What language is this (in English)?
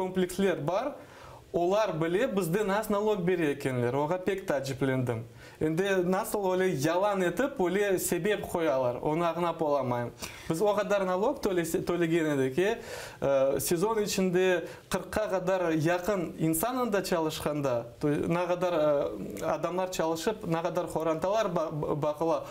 Crimean Tatar